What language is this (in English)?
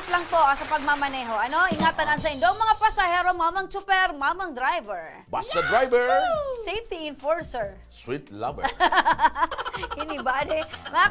Bikol